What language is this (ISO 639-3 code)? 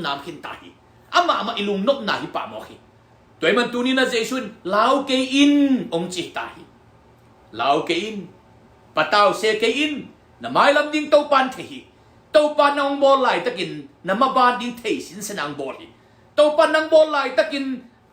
ctd